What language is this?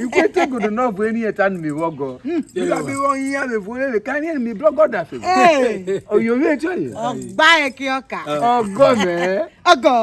Urhobo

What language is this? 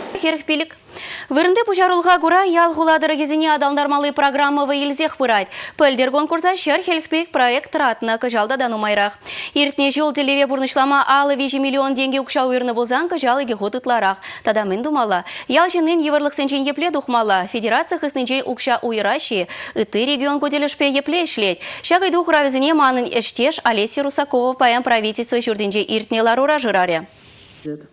Chuvash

